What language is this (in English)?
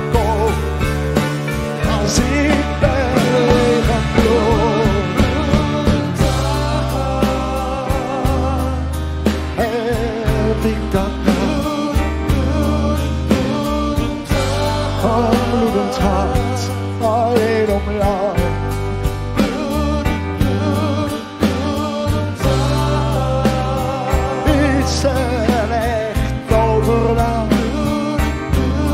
Dutch